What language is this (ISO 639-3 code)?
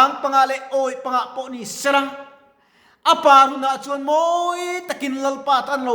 lus